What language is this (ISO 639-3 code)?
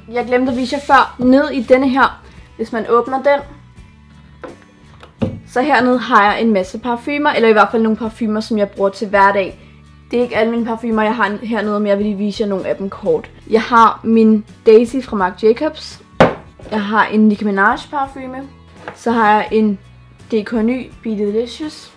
dan